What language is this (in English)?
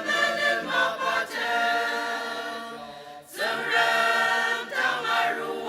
Ao Naga